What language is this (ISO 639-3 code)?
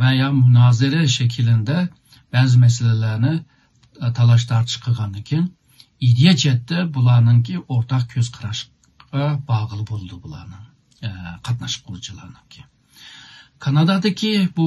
uig